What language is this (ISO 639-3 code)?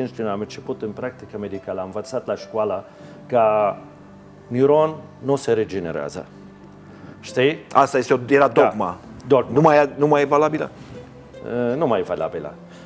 ron